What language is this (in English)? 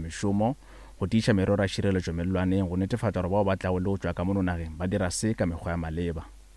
Northern Sotho